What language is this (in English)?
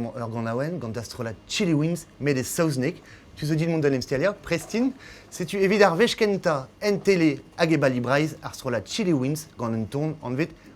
Breton